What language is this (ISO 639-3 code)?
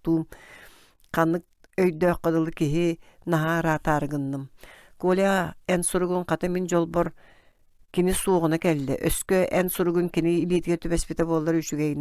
sah